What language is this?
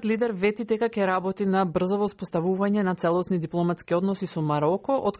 Macedonian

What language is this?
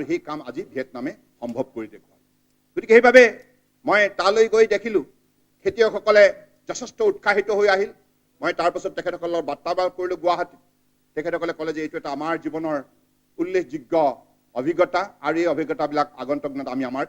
Assamese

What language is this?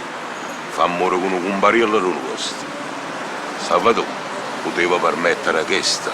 Neapolitan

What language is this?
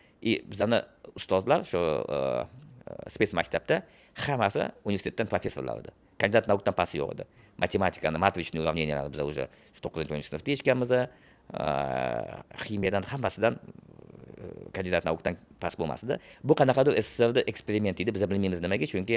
Uzbek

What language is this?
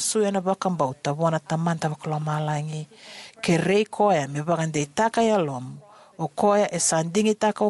Fijian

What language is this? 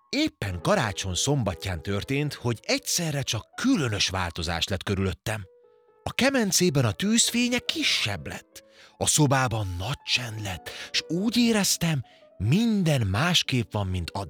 Hungarian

